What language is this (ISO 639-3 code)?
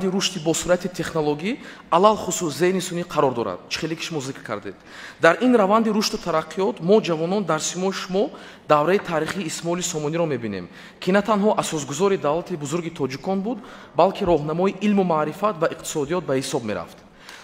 tgk